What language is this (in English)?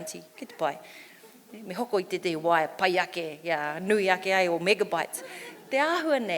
Māori